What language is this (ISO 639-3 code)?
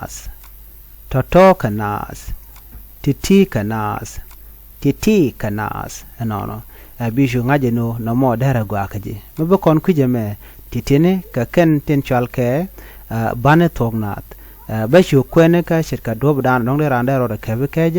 nus